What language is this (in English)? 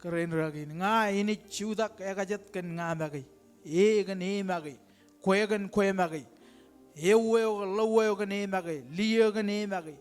Marshallese